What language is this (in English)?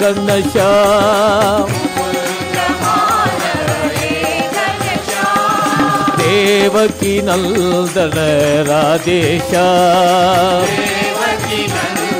Kannada